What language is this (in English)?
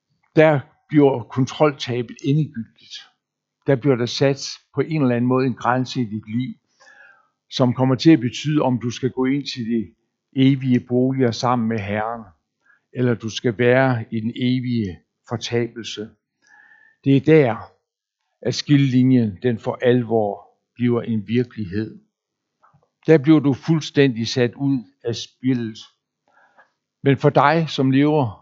Danish